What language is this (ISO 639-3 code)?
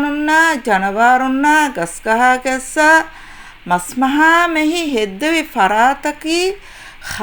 div